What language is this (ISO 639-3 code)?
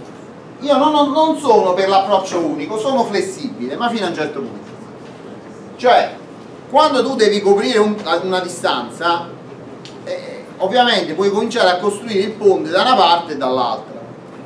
ita